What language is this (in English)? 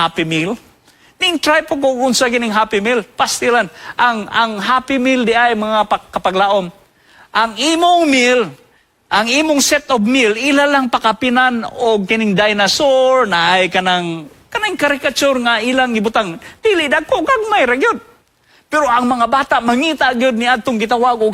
Cebuano